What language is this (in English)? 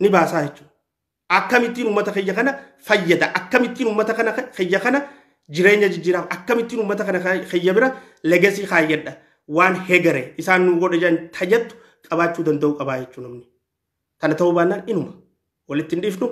Oromo